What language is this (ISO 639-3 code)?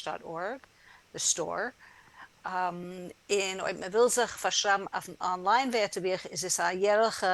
yid